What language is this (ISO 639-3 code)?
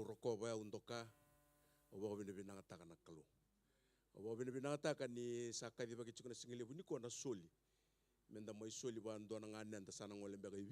fij